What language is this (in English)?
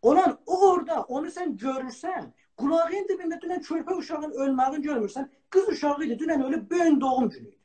South Azerbaijani